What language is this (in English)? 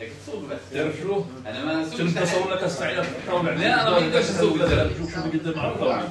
North Levantine Arabic